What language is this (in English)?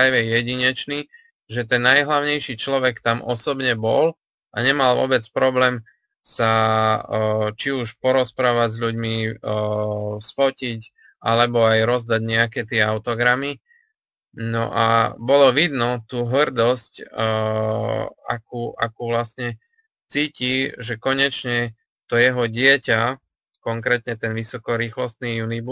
Slovak